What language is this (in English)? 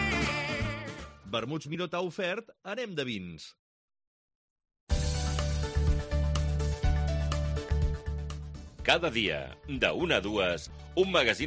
Catalan